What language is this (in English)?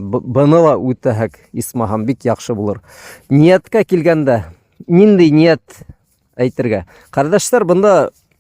Bashkir